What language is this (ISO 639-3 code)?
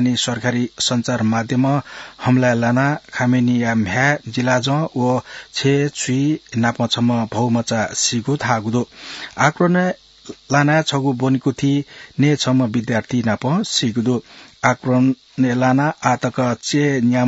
new